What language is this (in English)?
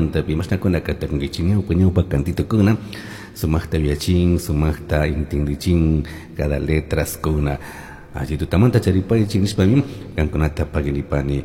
Chimborazo Highland Quichua